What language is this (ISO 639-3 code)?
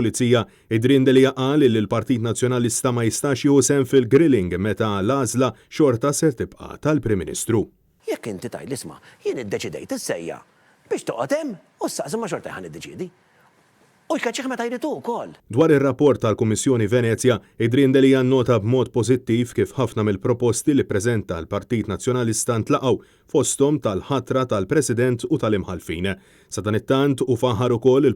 mlt